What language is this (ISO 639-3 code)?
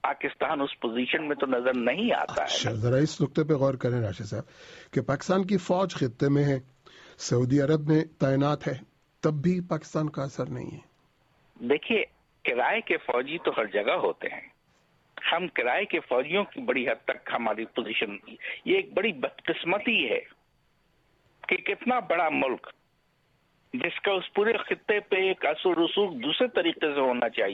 urd